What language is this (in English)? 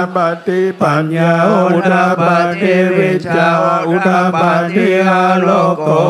Pali